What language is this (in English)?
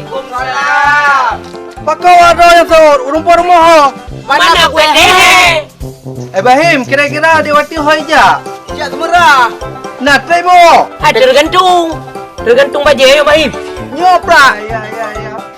Achinese